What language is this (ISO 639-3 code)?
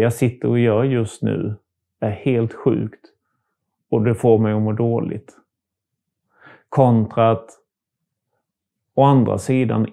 swe